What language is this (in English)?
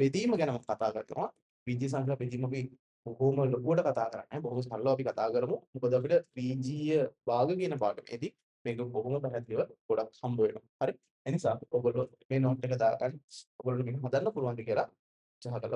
Sinhala